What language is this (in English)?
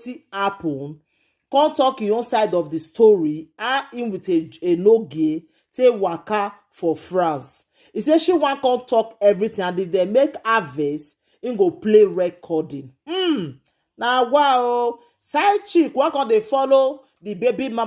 Nigerian Pidgin